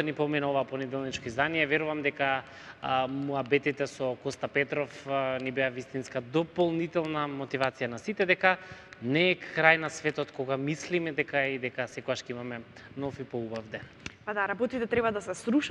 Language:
Macedonian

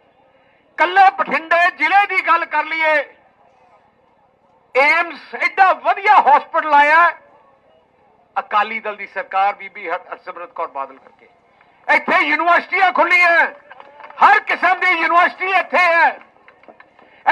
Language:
Punjabi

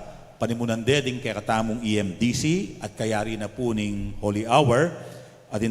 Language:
Pampanga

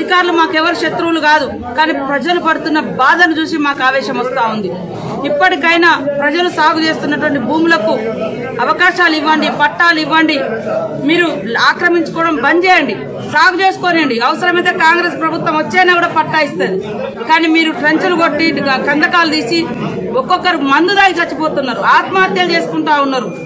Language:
Telugu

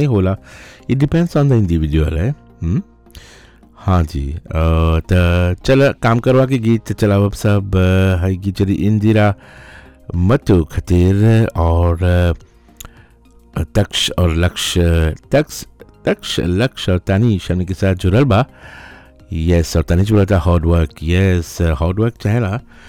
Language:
Bhojpuri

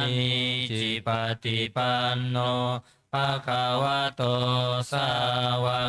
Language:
Pali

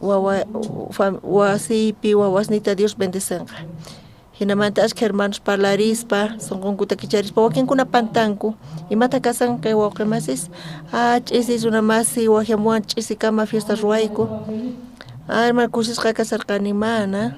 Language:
South Bolivian Quechua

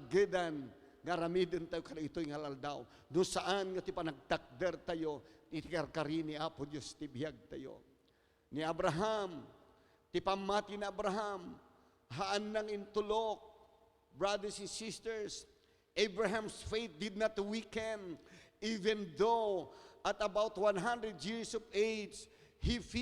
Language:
Iloko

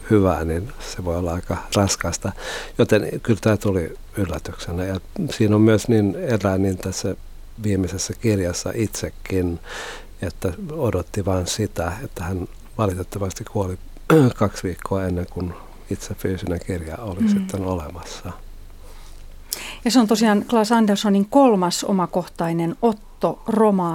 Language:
Finnish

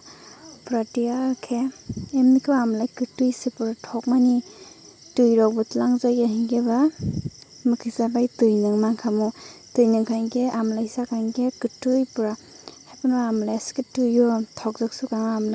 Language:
Kok Borok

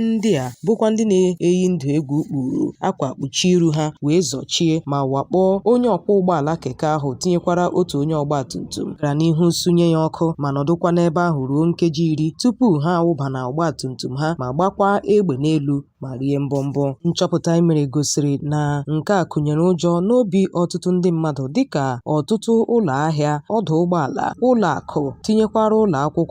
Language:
Igbo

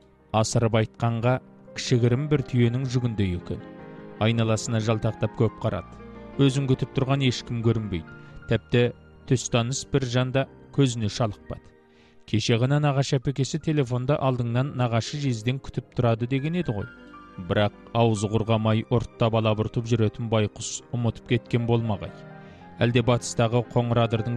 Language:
Kazakh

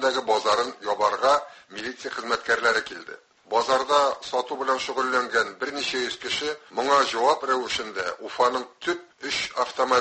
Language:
Tatar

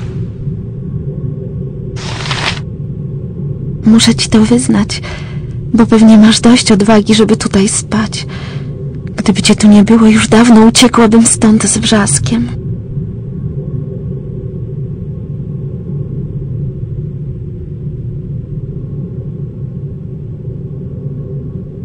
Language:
Polish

